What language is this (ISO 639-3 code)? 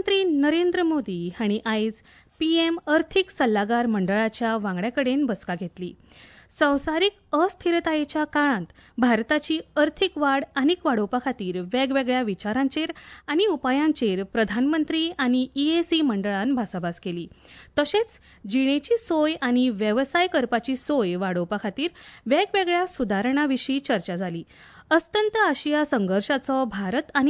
kok